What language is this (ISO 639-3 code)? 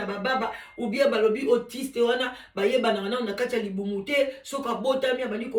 lin